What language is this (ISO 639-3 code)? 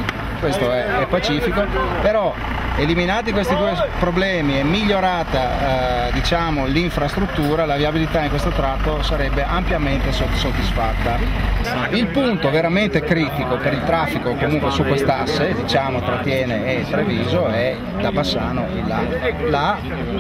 ita